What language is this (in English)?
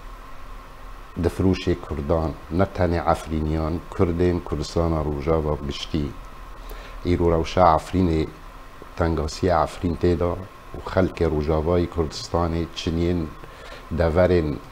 Kurdish